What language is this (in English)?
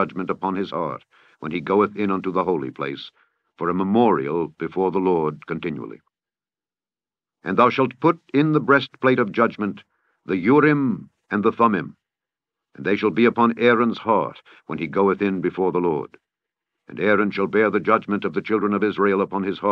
English